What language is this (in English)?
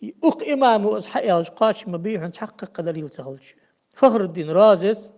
Ingush